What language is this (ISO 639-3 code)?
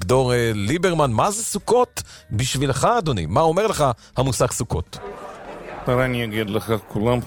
heb